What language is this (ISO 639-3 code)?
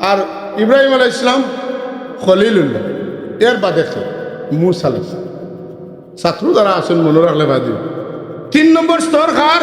syl